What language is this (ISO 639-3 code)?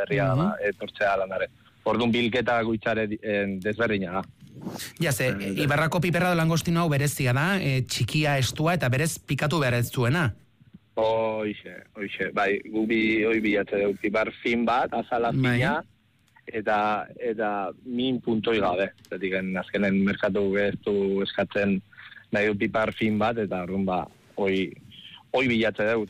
eus